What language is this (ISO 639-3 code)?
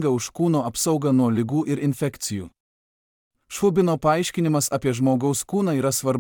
lit